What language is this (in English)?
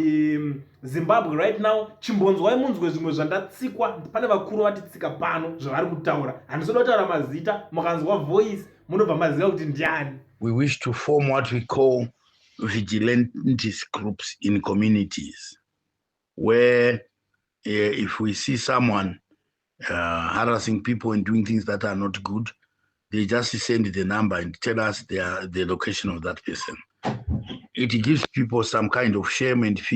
Shona